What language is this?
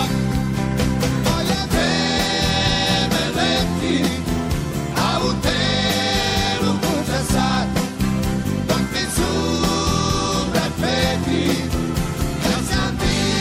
Serbian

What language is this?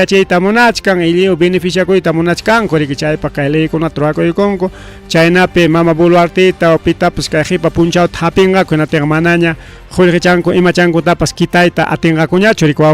Ayacucho Quechua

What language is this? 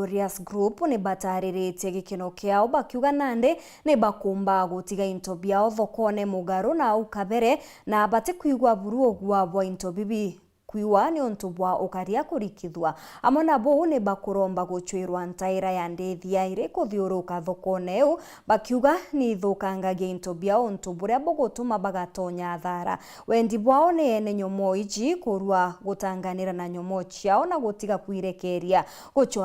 Meru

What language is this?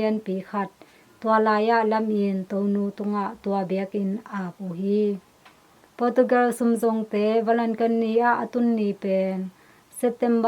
Tedim Chin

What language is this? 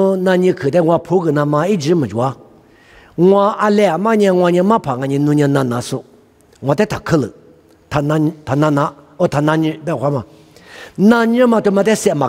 Lisu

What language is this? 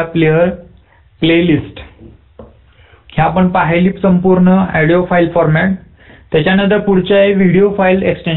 Marathi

